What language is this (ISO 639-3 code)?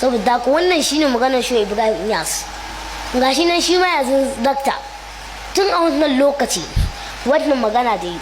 hau